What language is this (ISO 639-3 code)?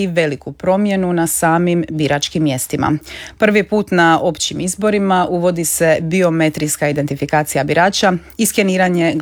hrv